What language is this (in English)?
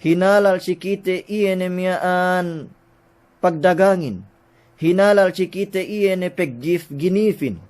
Yakan